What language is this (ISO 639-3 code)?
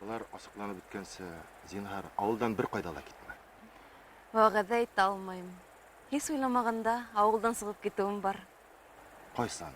bak